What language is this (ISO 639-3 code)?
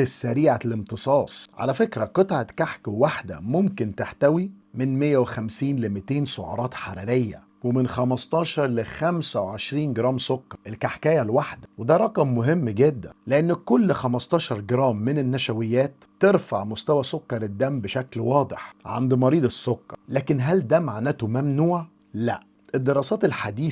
arz